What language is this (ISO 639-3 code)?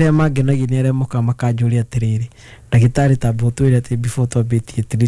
kik